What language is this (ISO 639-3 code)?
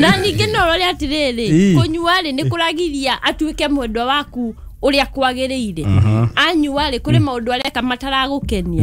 kik